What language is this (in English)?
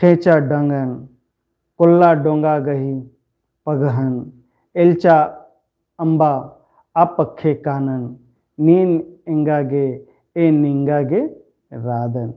Kurukh